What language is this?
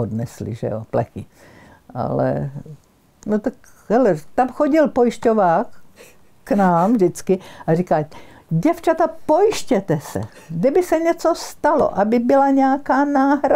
Czech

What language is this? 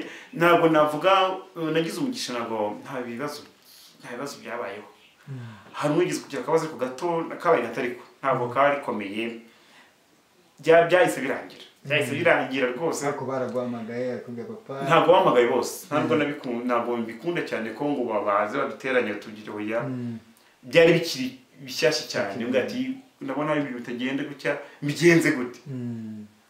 Kinyarwanda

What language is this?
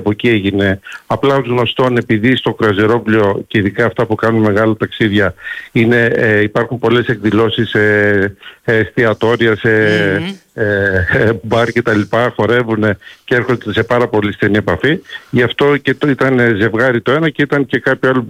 Greek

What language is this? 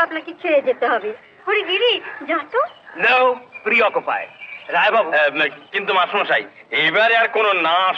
Bangla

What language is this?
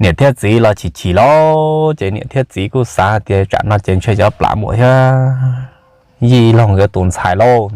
Hmong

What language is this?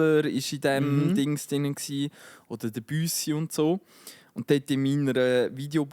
Swiss German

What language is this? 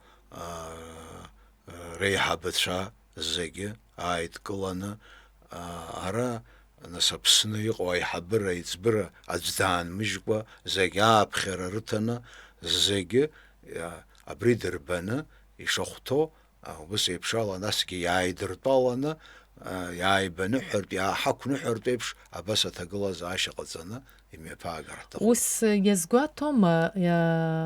Abkhazian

